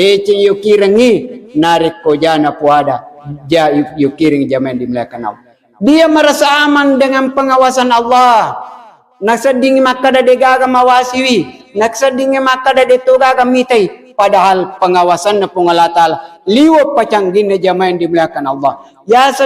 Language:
Buginese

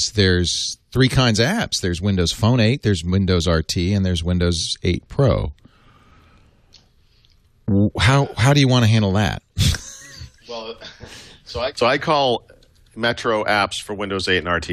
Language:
English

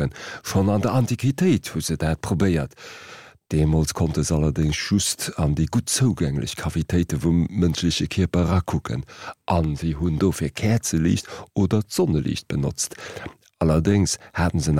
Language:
Luxembourgish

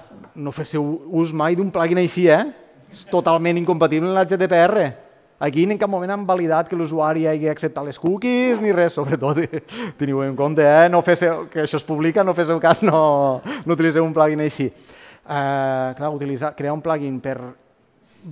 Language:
Catalan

